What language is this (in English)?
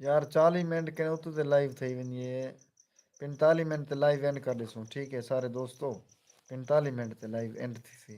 Saraiki